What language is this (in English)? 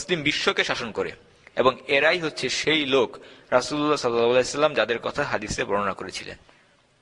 Bangla